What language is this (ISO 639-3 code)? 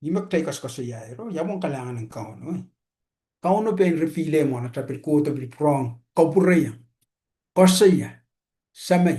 pon